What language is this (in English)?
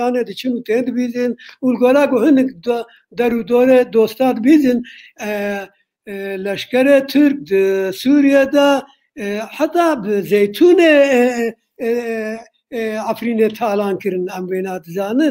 Kurdish